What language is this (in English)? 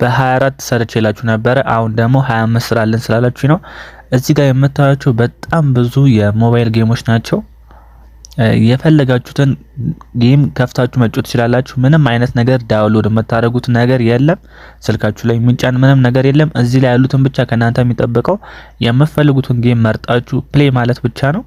Amharic